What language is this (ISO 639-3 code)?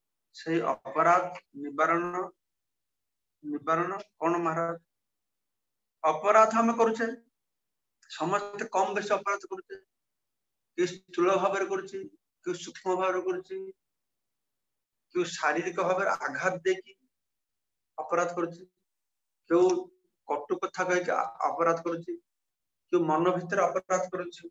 ori